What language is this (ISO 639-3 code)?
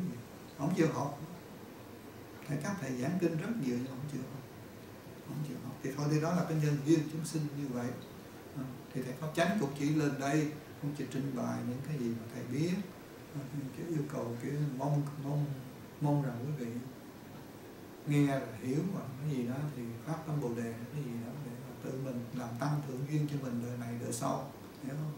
vie